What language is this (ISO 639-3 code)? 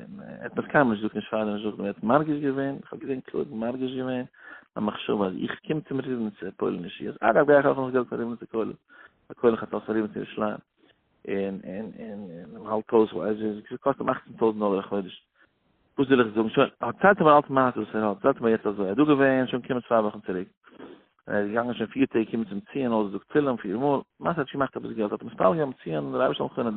yid